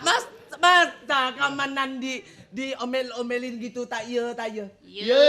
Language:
Betawi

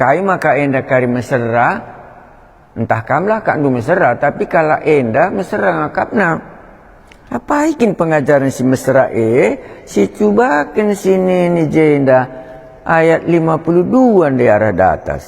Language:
Batak Karo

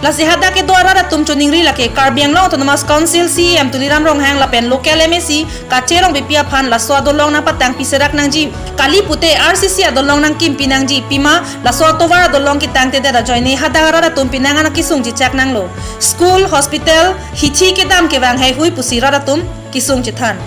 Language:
Karbi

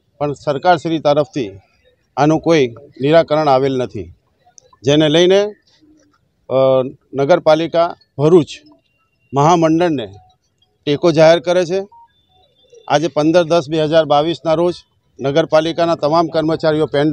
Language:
Gujarati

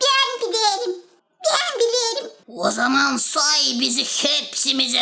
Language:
Gagauz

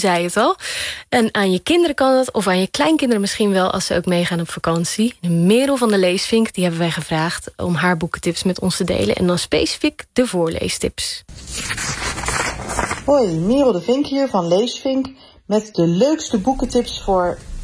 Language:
Dutch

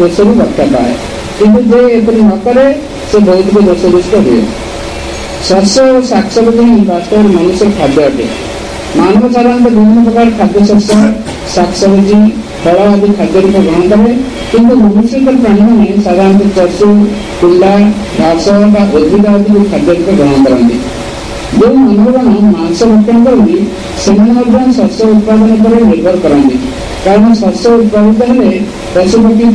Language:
Odia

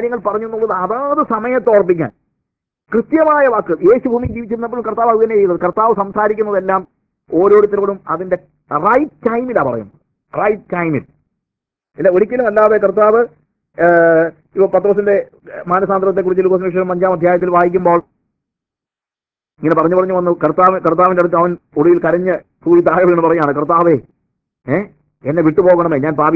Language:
Malayalam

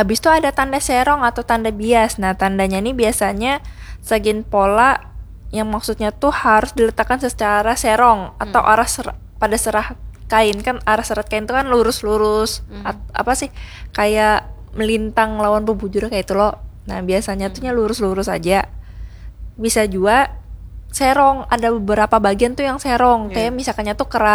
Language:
Banjar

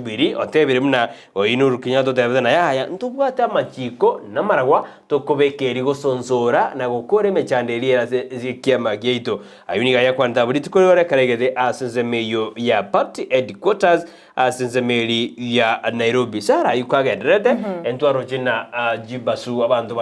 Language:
Gusii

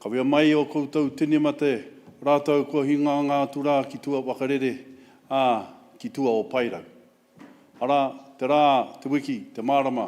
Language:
Māori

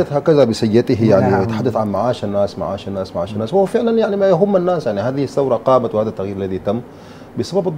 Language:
Arabic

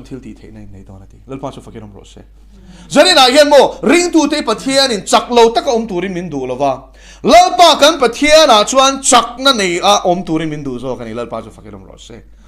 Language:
Mizo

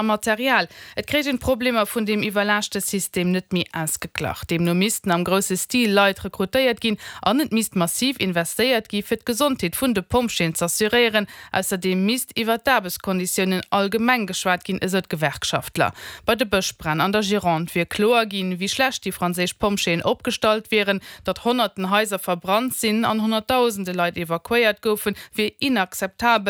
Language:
Luxembourgish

